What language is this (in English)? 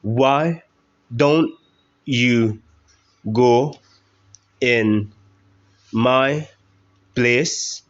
Khasi